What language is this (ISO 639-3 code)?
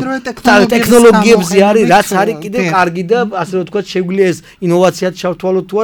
kat